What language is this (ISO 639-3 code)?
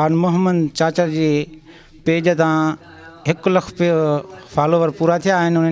snd